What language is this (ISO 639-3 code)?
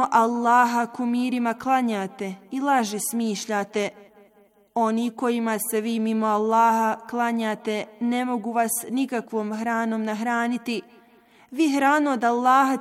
bos